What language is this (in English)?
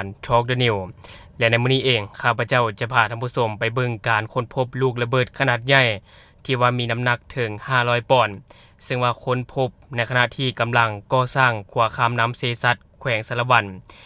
Lao